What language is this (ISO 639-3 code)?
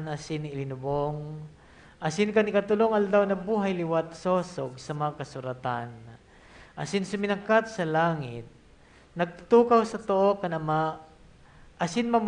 bik